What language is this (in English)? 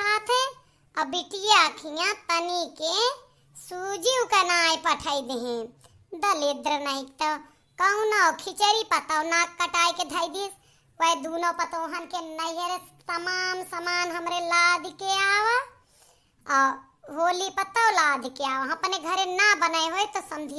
Awadhi